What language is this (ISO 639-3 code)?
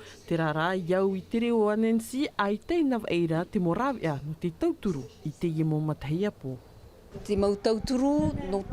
tah